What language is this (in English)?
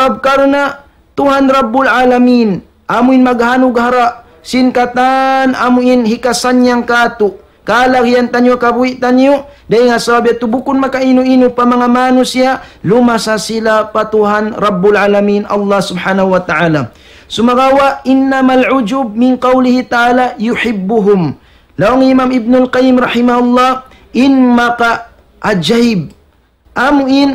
Tausug